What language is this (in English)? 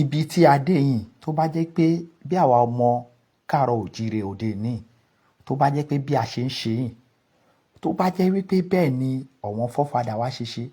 Yoruba